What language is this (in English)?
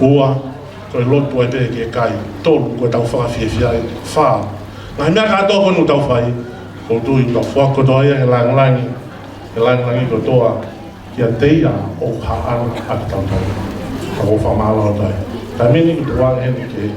Tongan